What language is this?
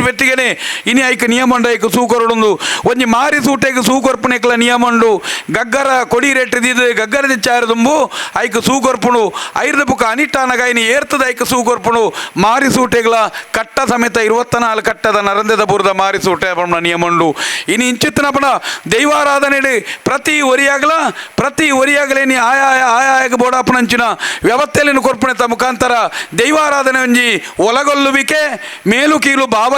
Tulu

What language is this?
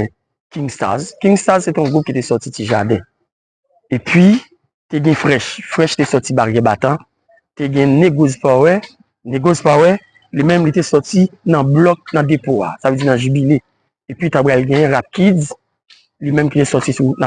Haitian Creole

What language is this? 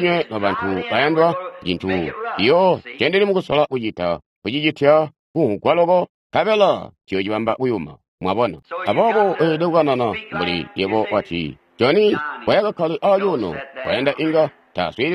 Tonga (Zambia)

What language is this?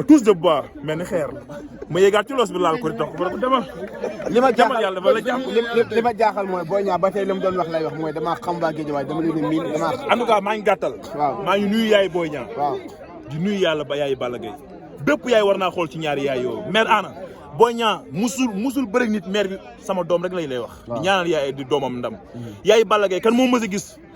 Wolof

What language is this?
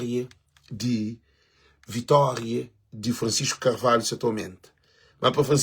Kabuverdianu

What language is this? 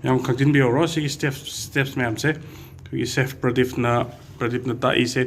Manipuri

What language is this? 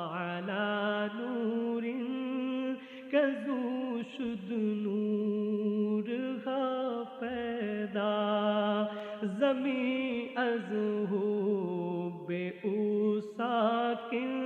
Urdu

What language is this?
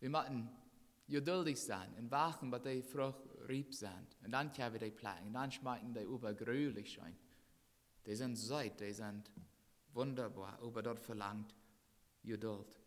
Plautdietsch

